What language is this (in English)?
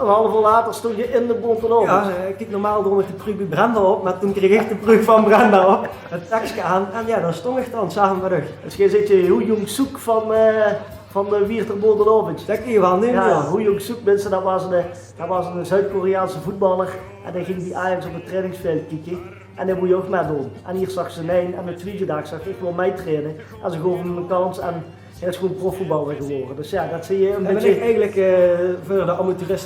Limburgish